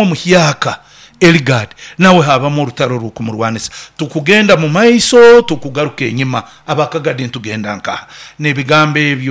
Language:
Nyoro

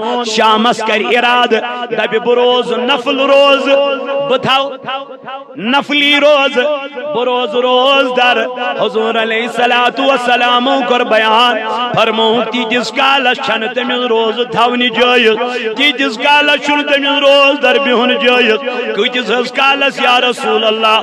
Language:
Kashmiri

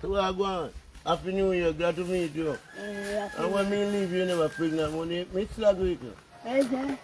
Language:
Jamaican Creole English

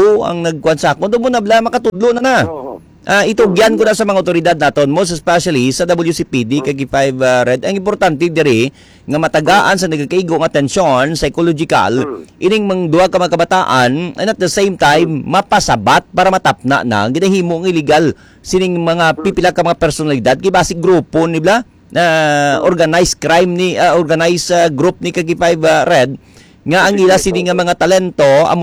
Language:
Hiligaynon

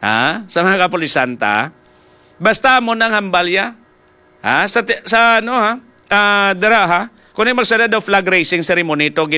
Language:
Hiligaynon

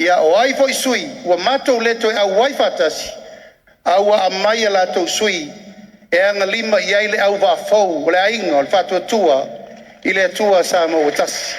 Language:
Samoan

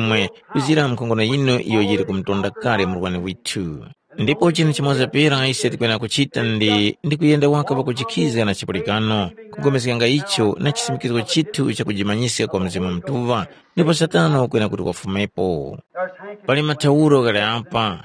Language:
Tumbuka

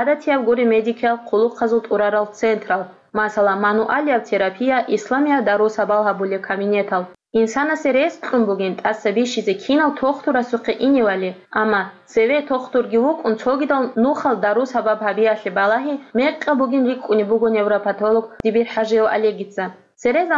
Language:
Avaric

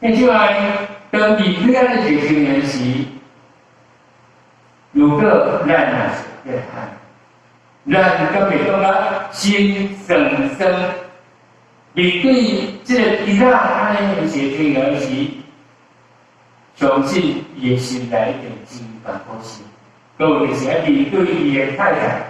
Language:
Min Nan Chinese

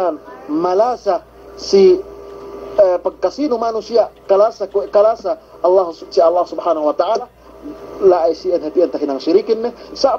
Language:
Yakan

